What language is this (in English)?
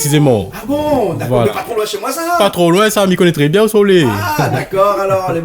Réunion Creole French